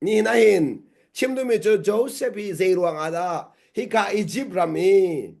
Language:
Hakha Chin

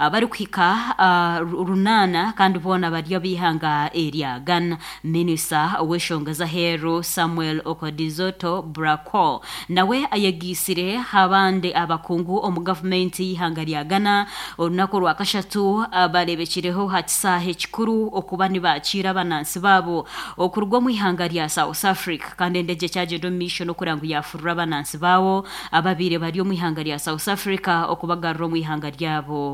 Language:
Nyoro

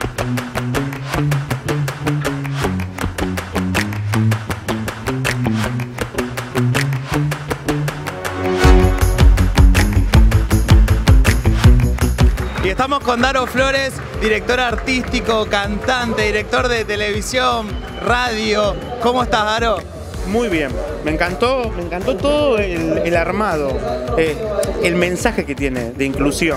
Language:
Spanish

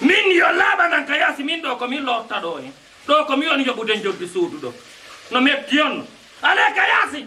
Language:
Fula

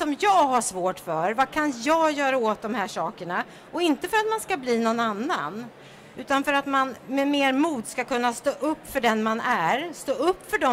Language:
Swedish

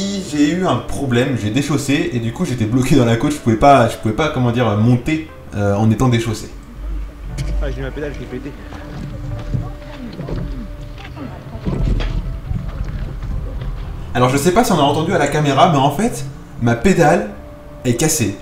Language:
French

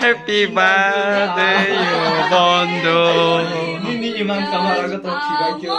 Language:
Kok Borok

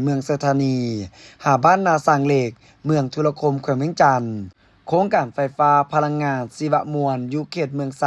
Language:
Lao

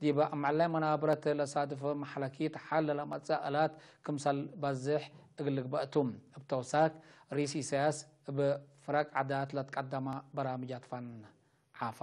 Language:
Tigre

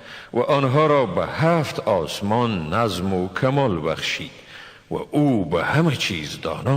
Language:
Tajik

